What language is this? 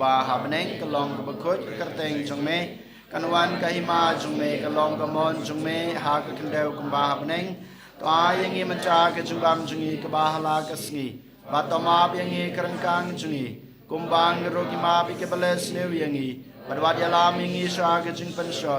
Khasi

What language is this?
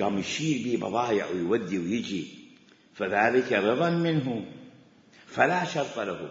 Mesopotamian Arabic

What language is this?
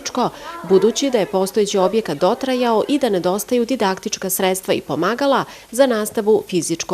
Bosnian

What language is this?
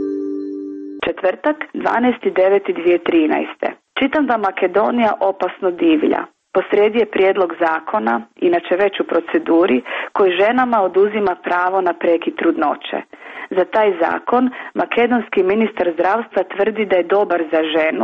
Croatian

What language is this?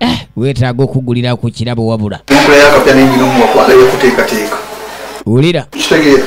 Ganda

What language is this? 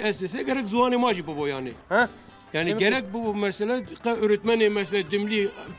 Zaza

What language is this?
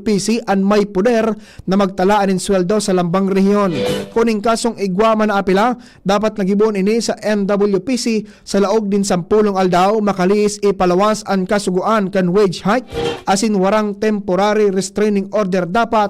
Bikol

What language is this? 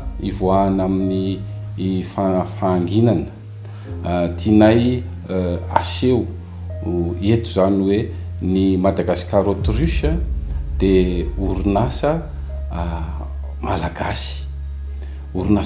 Malagasy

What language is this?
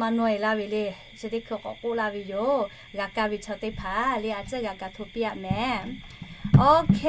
Lahu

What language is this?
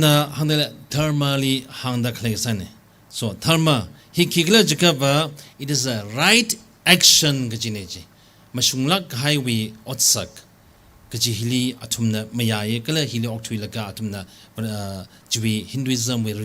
Tangkhul Naga (India)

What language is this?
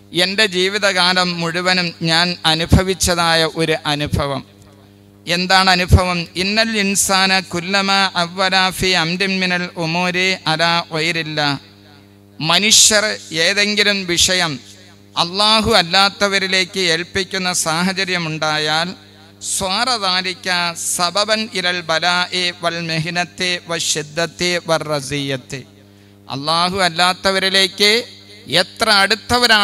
Malayalam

